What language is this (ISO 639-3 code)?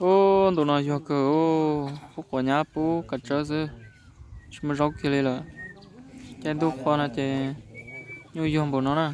hmn